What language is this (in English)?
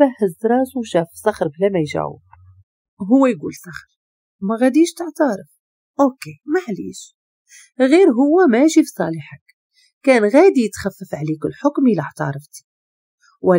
Moroccan Arabic